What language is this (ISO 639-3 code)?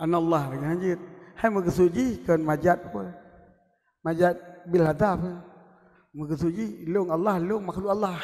ace